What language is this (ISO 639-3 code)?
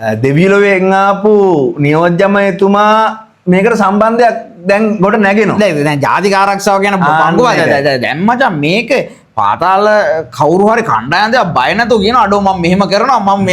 sin